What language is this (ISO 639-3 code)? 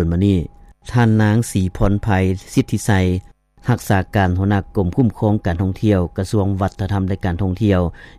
lao